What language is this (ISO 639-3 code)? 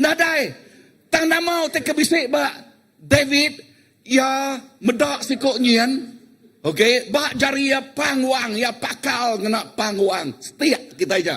iba